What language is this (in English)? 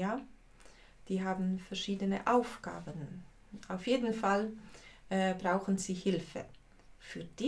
Swiss German